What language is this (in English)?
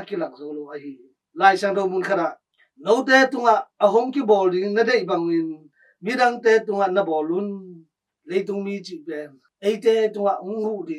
Tedim Chin